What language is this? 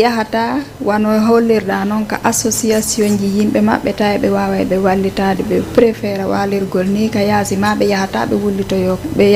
Fula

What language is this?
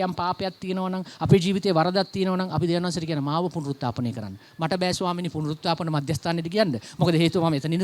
Sinhala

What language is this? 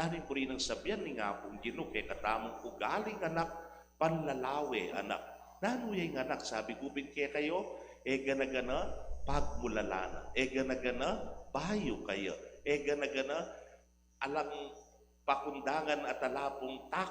Pampanga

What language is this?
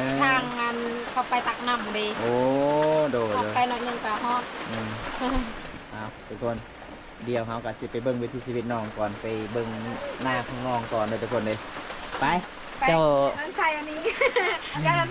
Lao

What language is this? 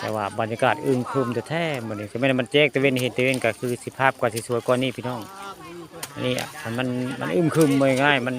Northeastern Thai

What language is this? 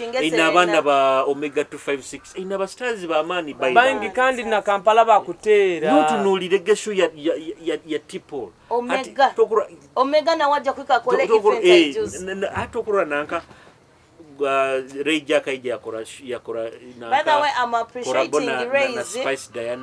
Nyoro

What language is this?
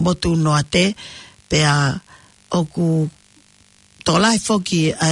Tongan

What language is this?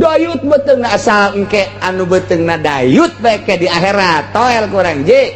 Sundanese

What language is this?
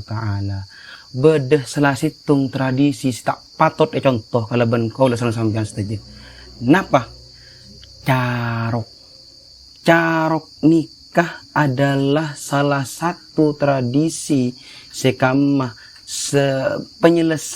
Madurese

